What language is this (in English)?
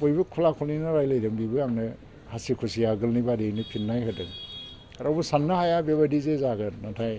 Bodo